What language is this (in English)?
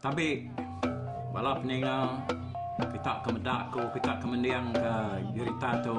Iban